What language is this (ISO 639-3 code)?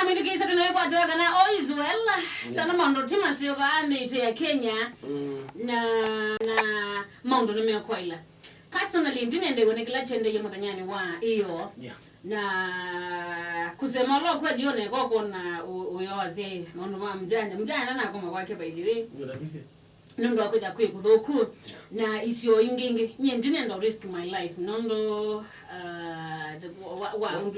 kam